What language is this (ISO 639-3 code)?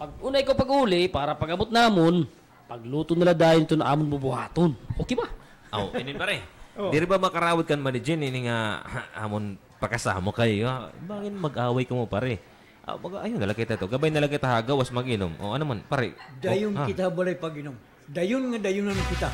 war